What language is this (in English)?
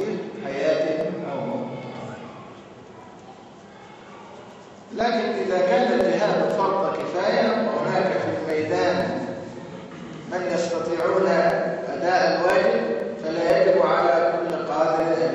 Arabic